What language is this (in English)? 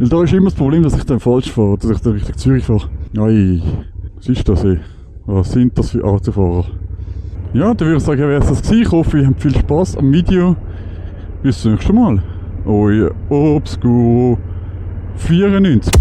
Swiss German